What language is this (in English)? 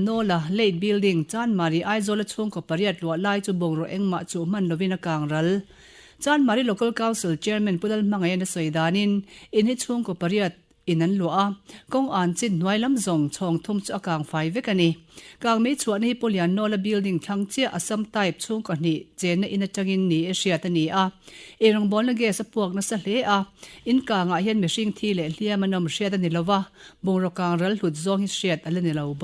Mizo